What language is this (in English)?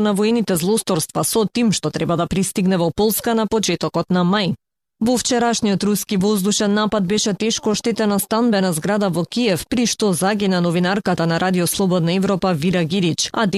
Macedonian